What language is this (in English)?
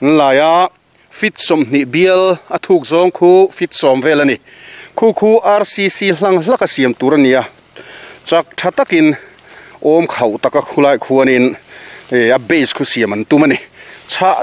Mizo